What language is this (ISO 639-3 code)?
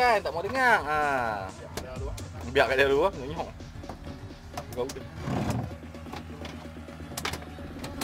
msa